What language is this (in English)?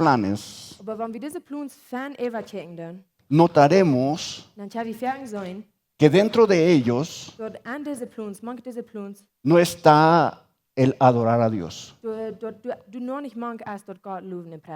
Plautdietsch